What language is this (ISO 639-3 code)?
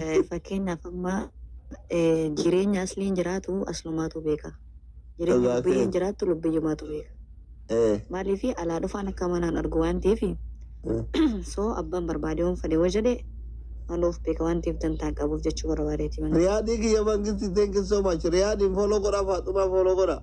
orm